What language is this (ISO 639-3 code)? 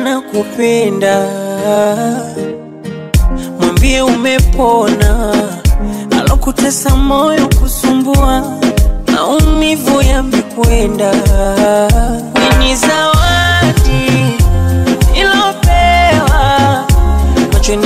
swa